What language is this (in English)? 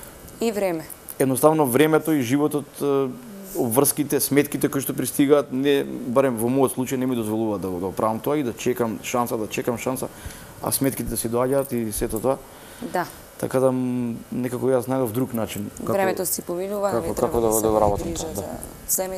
Macedonian